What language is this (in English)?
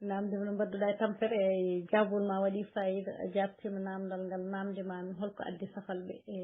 Fula